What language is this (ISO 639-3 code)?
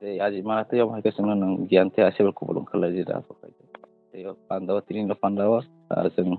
trp